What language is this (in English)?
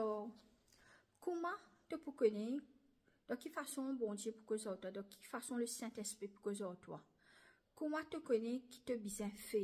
Morisyen